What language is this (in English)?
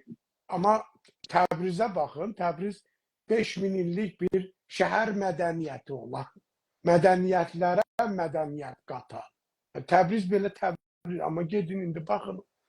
South Azerbaijani